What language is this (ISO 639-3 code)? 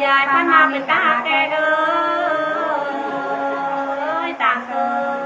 nut